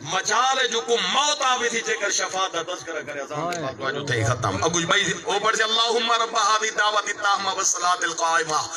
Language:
Saraiki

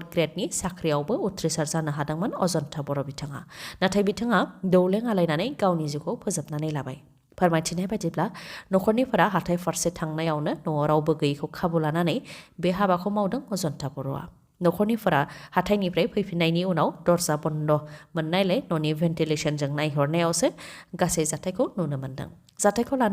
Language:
Bodo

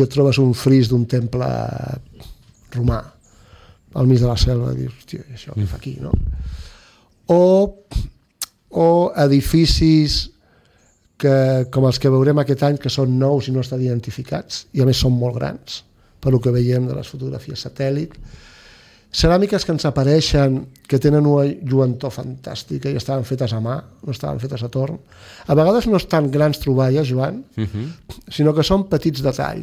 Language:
Catalan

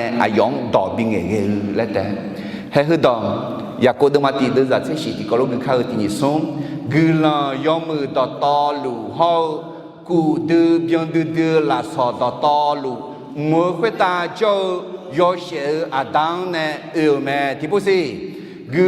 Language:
Akha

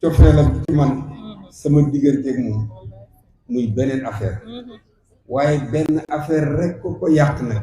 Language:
Wolof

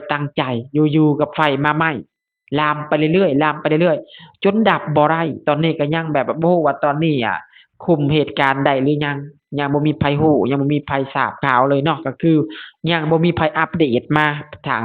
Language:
Lao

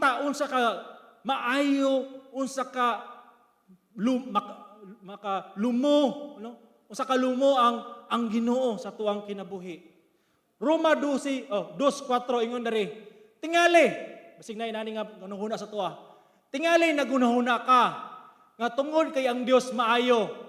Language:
Cebuano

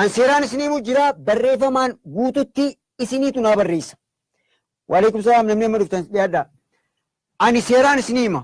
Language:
Oromo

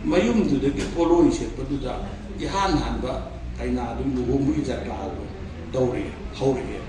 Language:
Manipuri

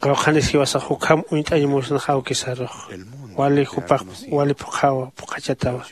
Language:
Aymara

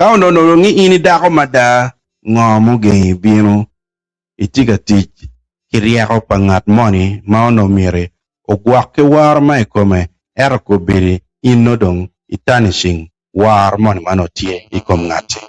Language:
Acoli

